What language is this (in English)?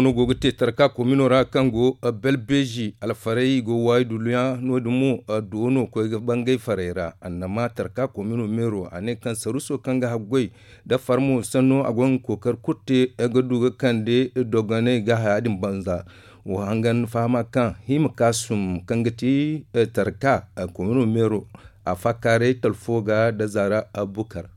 Zarma